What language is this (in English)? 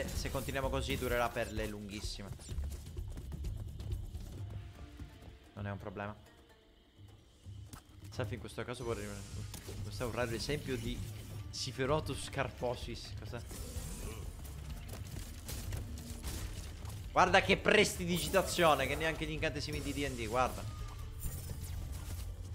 Italian